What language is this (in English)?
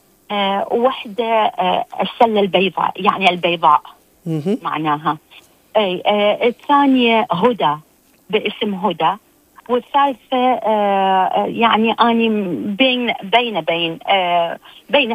Tunisian Arabic